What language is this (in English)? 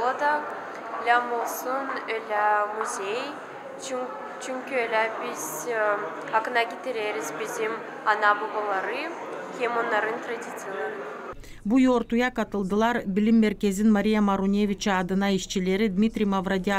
Gagauz